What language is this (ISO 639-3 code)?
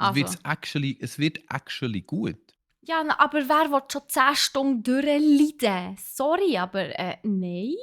gsw